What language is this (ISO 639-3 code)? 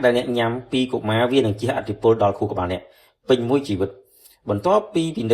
khm